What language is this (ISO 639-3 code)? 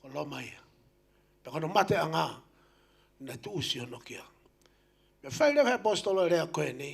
ton